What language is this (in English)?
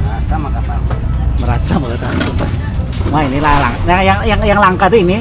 Banjar